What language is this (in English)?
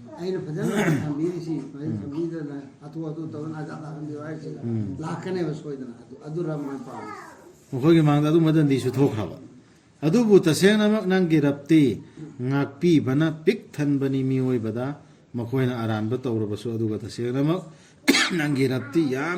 Manipuri